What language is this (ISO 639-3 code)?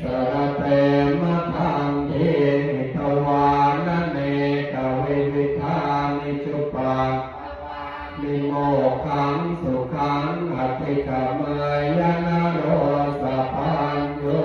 pli